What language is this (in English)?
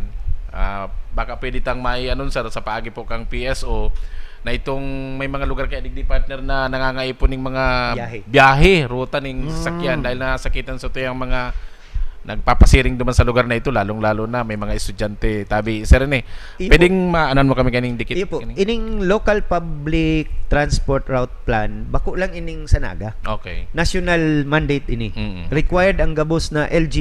Bikol